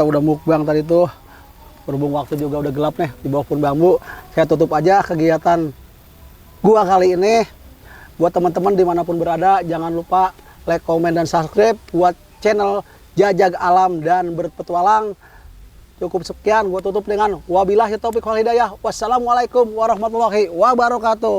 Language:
Betawi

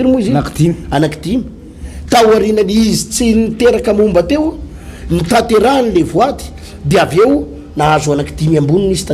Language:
Malagasy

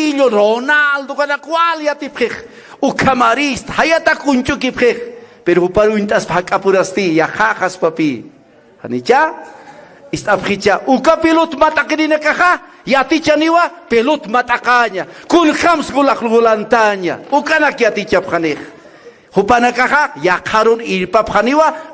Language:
Aymara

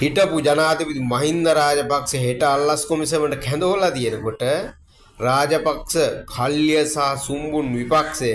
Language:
Sinhala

